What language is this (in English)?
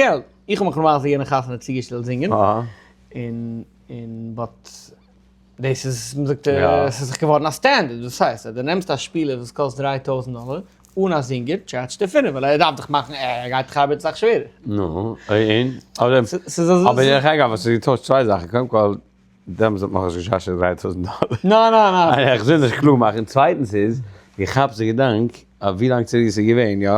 Yiddish